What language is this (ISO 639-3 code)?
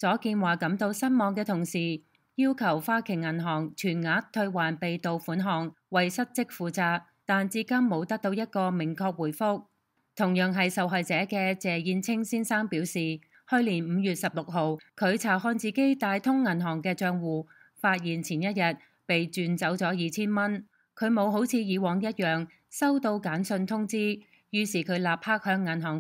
yue